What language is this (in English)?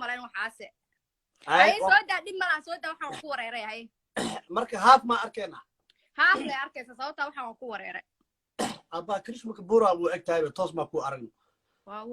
Somali